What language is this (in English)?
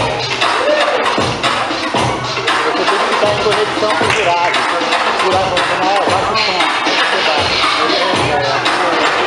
Portuguese